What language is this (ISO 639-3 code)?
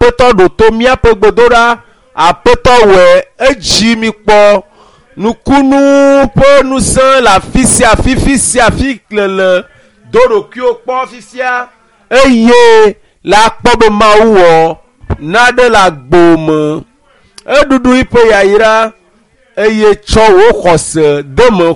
ewe